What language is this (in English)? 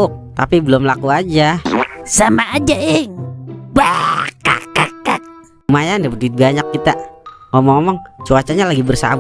Betawi